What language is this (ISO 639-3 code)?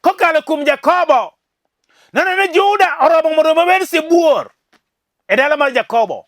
luo